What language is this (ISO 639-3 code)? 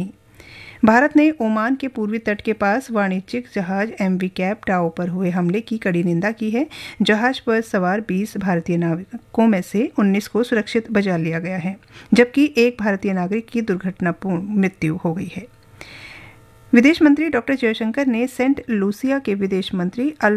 hin